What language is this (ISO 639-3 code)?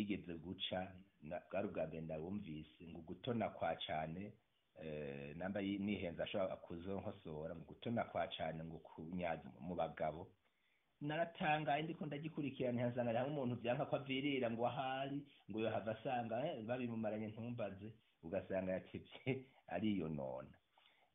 run